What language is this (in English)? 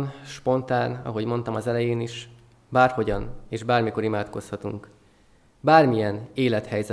Hungarian